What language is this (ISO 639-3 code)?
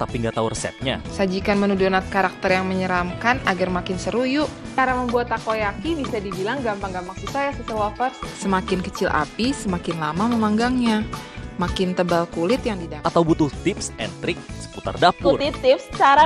ind